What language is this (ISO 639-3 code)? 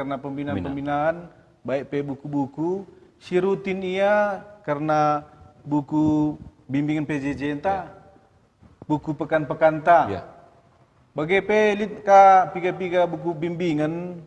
btx